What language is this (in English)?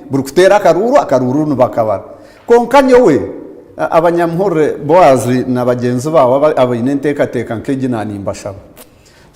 Nyankole